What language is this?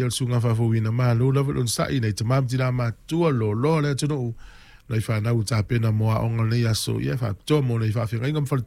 Samoan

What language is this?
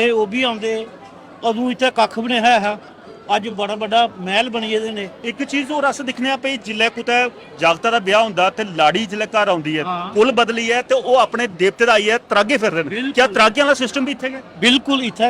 Dogri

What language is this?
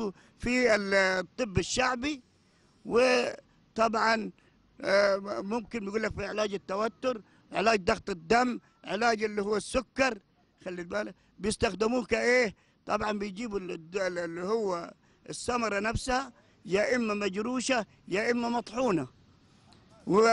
Egyptian Arabic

